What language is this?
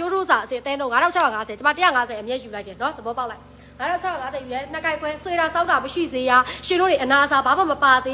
Burmese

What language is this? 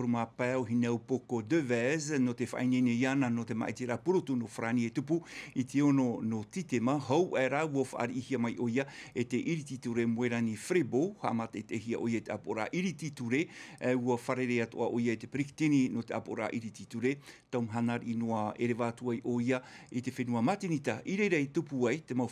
Tahitian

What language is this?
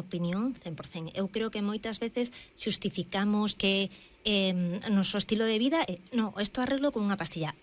Galician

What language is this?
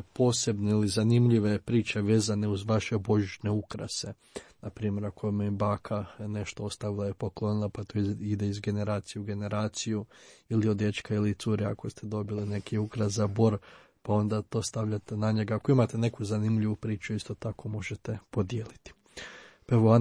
Croatian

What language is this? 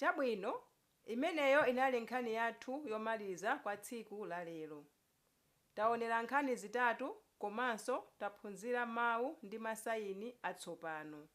Nyanja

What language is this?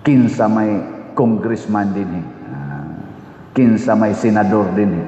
Cebuano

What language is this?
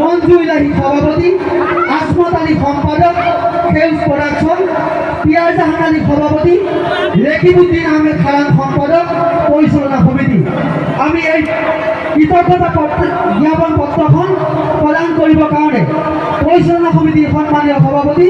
Assamese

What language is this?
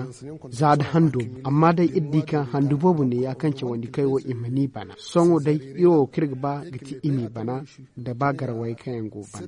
Zarma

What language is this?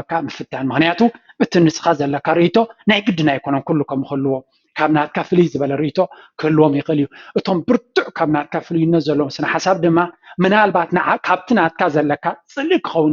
Tigrinya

